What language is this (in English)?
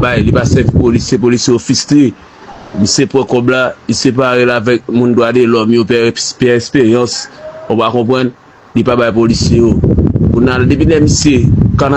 Haitian Creole